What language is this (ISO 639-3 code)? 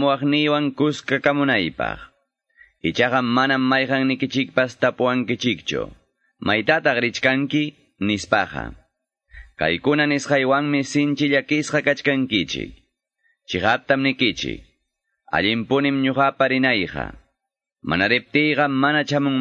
que